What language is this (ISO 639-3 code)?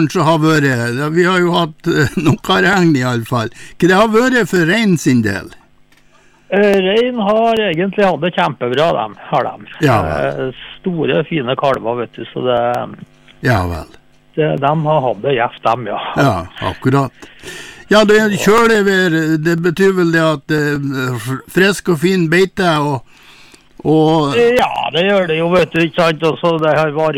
nor